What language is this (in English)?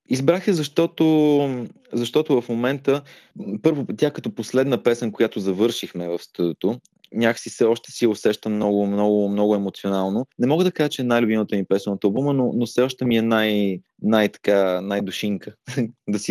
Bulgarian